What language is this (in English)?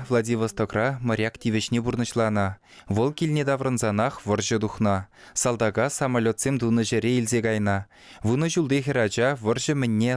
Chuvash